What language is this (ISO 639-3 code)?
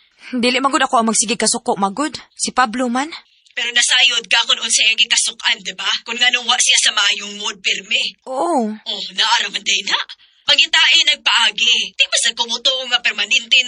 ceb